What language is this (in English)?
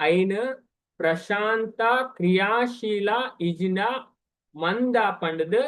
Tulu